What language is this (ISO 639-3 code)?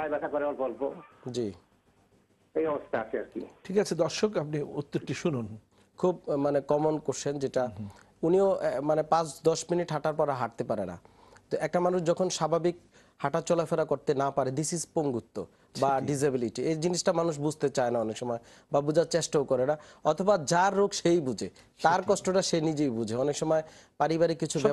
ben